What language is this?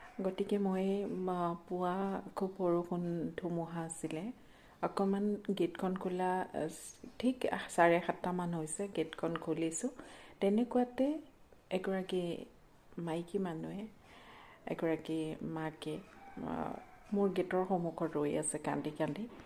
Assamese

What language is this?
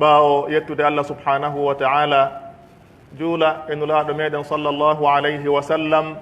Pular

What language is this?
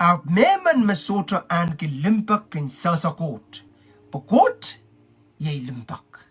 Pohnpeian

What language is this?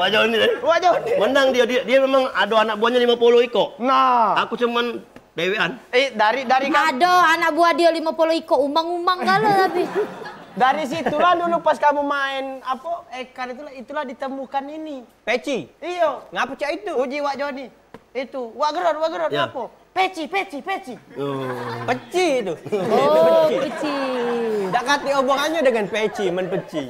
Musi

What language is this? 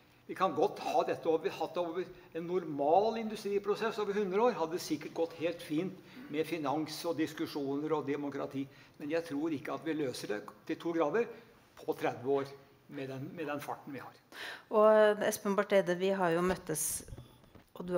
Norwegian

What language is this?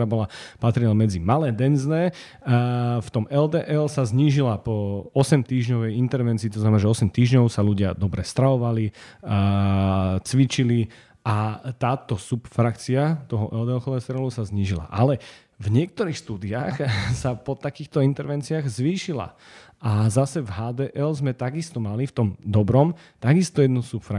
Slovak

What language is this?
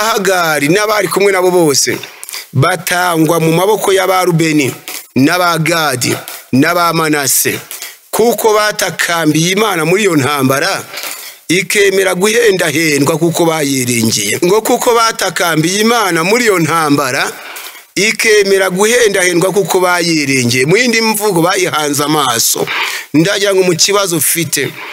Kinyarwanda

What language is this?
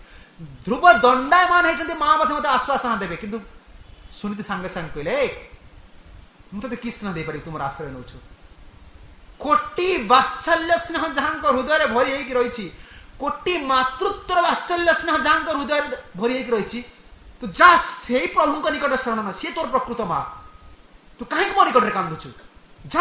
Odia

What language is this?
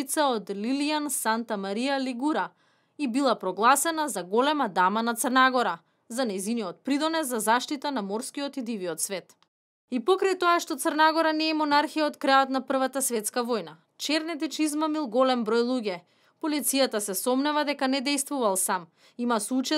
Macedonian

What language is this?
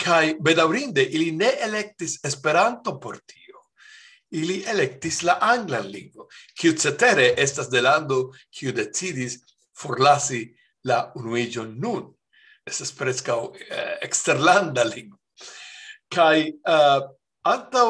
Esperanto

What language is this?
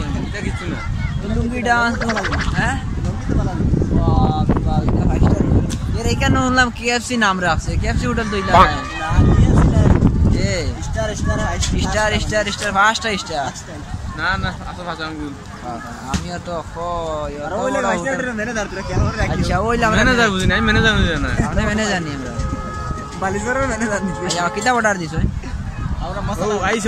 Sylheti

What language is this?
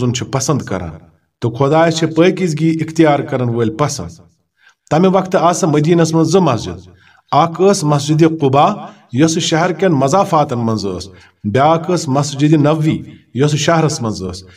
Kashmiri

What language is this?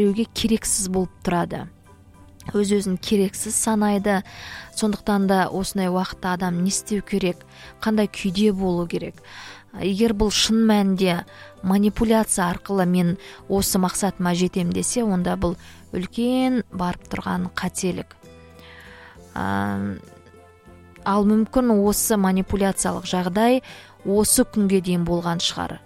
Kazakh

